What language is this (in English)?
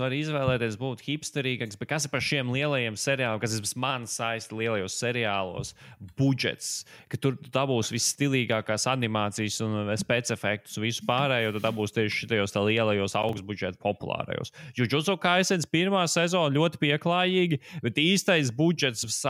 Latvian